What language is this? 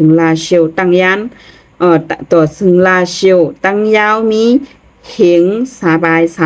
Shan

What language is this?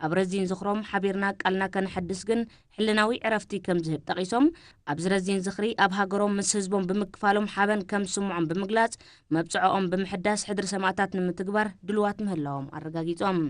Tigrinya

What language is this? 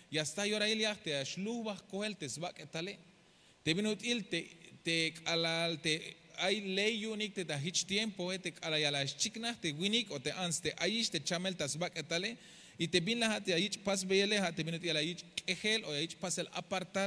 Tzeltal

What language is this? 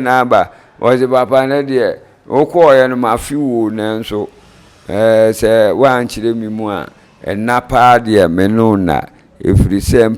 Akan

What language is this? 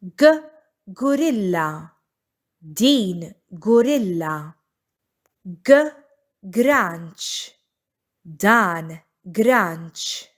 Maltese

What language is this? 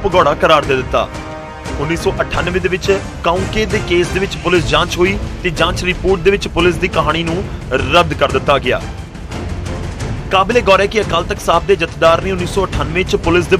Punjabi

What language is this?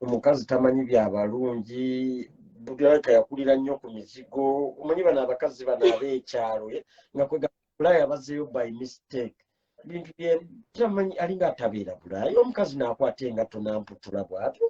Ganda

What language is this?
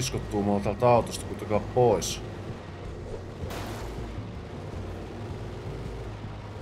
Finnish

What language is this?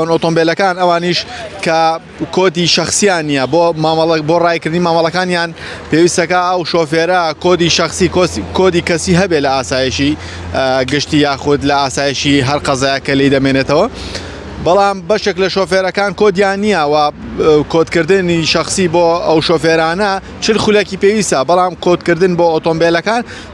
Central Kurdish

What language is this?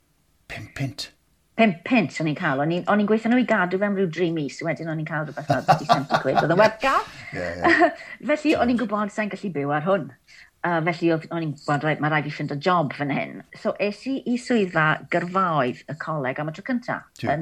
Welsh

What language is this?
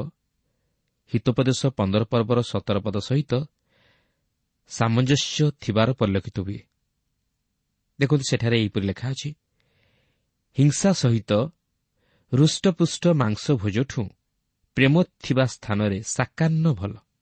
Odia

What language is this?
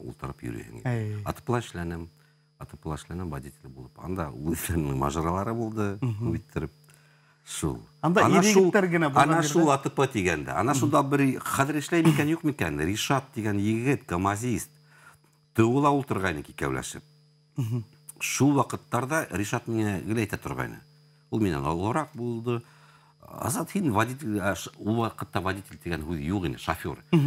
Bashkir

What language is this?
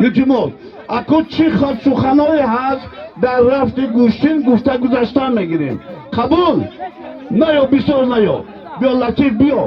Tajik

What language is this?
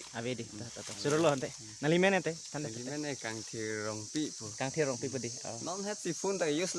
Karbi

